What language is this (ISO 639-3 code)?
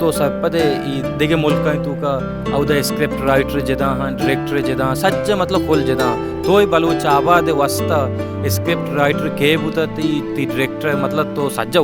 bal